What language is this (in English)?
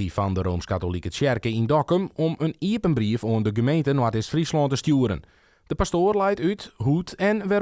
Western Frisian